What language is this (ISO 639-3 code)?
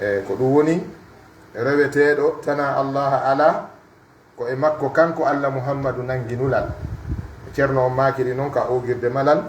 fuf